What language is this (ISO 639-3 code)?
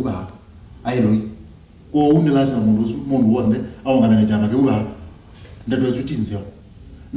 kam